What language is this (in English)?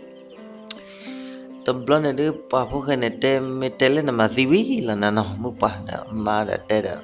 S'gaw Karen